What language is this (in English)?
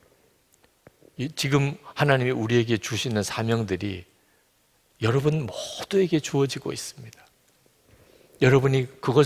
Korean